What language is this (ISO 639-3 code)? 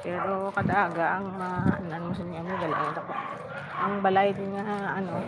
hil